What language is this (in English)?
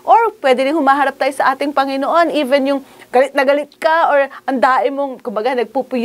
Filipino